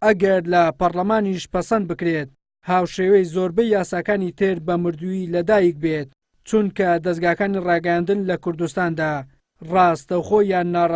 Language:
Central Kurdish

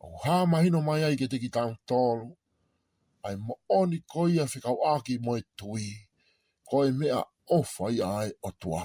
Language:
Tongan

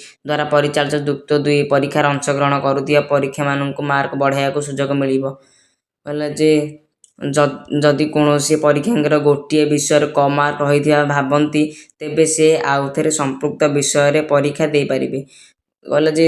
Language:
Odia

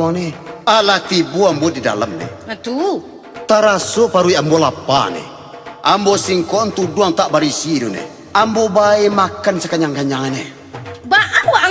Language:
Minangkabau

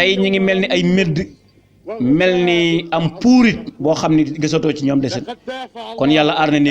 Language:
Wolof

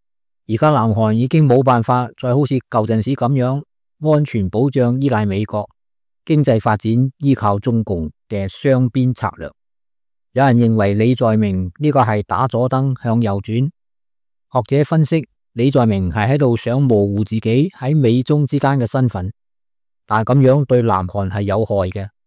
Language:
Cantonese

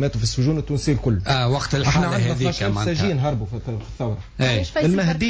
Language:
Tunisian Arabic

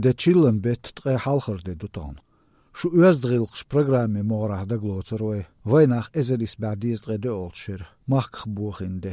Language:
Chechen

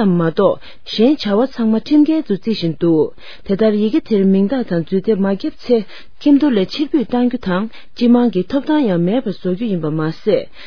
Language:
Tibetan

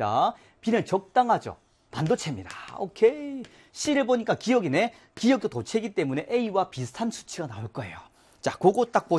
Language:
Korean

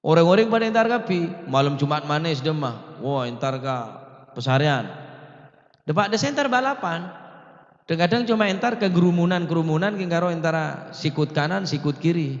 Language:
Madurese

